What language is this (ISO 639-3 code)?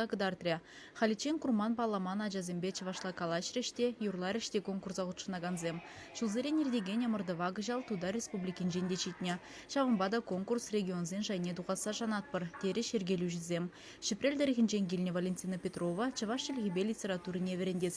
chv